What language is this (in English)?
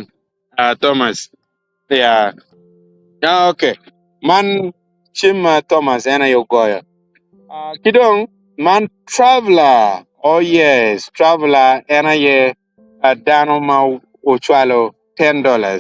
Acoli